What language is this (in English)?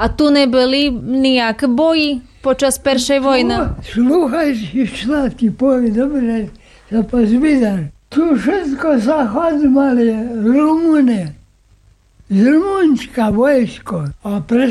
Slovak